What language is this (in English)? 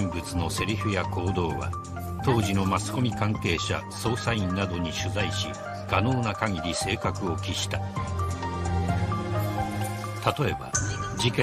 Japanese